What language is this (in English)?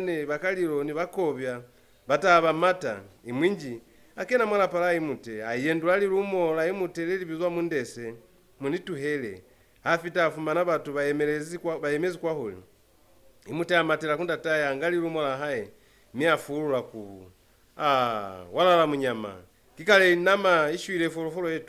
Lozi